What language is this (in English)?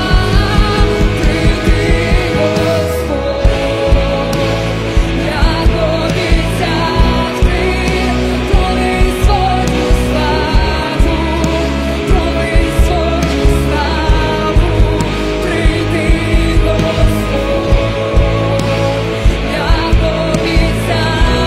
Ukrainian